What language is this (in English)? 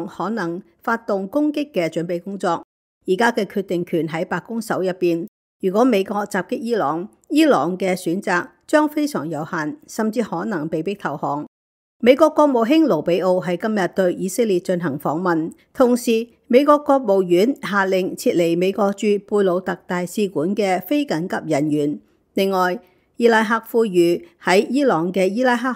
Cantonese